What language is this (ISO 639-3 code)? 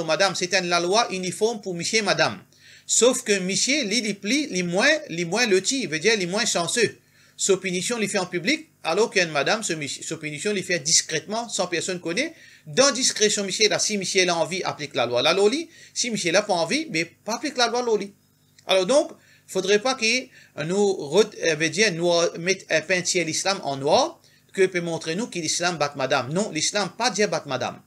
mfe